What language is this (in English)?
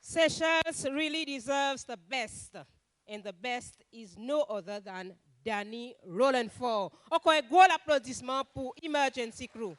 Seselwa Creole French